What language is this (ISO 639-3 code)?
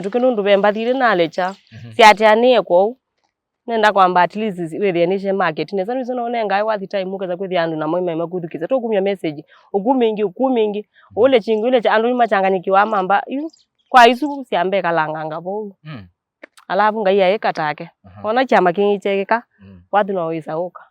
kam